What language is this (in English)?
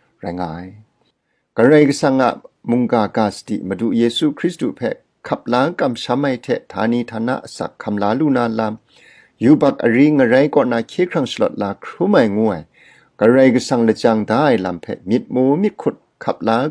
Kachin